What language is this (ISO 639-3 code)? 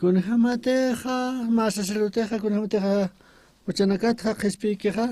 aym